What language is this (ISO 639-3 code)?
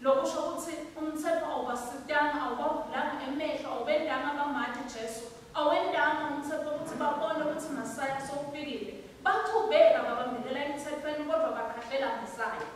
ssw